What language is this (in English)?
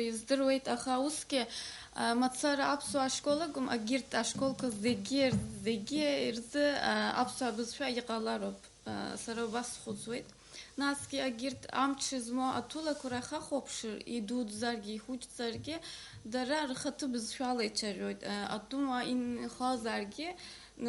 Abkhazian